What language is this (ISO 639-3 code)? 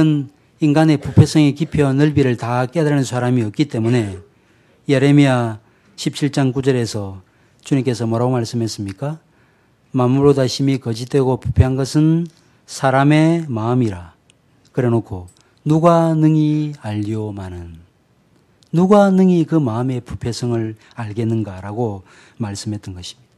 kor